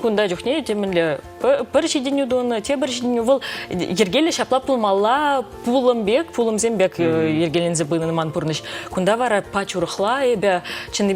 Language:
Chuvash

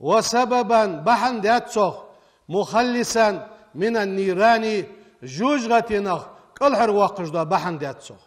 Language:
Ingush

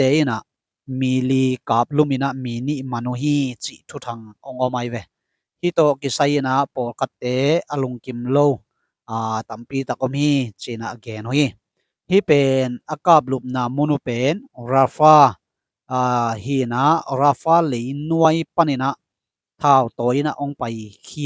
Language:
Tedim Chin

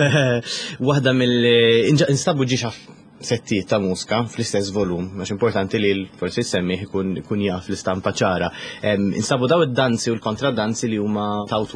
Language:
Maltese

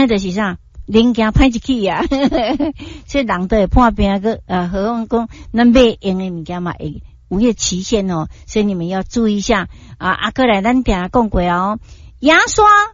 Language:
Min Nan Chinese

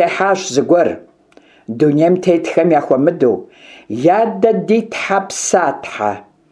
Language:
Kabardian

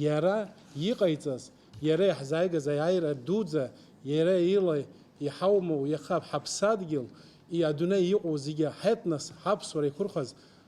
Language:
Abkhazian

